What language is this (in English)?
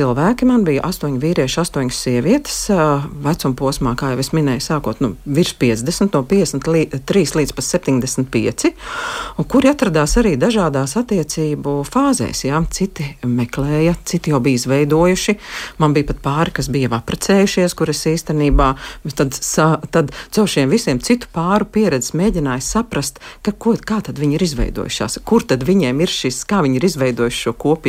Latvian